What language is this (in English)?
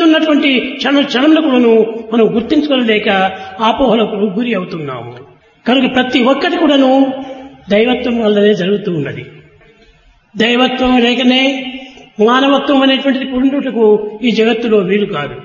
Telugu